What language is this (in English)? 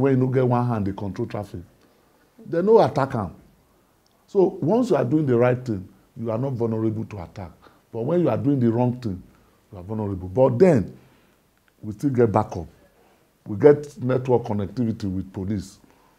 Nigerian Pidgin